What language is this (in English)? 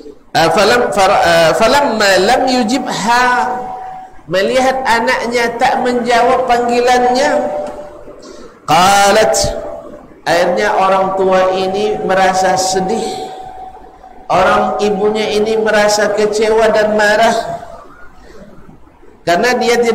Malay